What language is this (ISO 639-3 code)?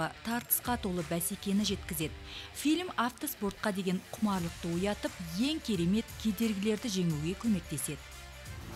kaz